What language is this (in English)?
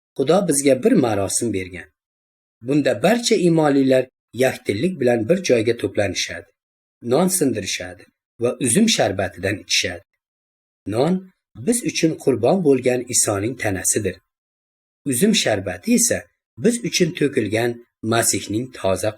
Uzbek